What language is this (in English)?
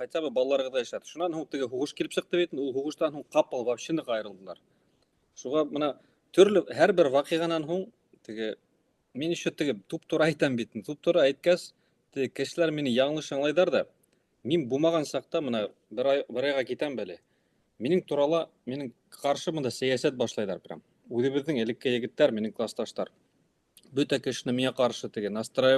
Bashkir